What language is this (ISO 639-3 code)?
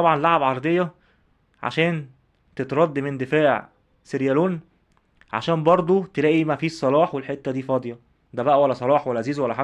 arz